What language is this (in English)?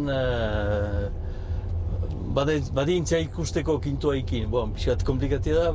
Basque